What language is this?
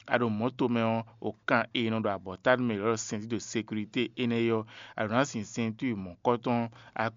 Fon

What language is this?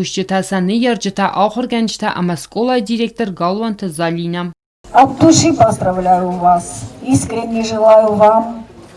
Ossetic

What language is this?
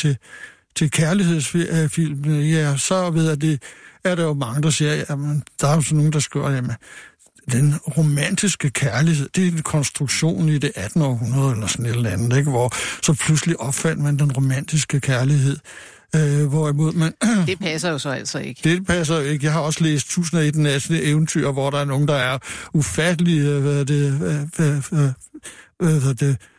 Danish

